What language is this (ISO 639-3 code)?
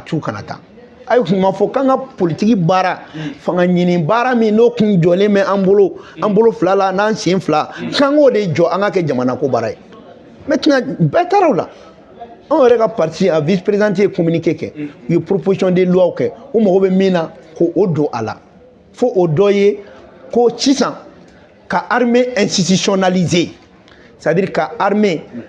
bam